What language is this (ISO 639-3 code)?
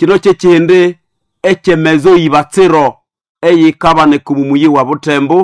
nnb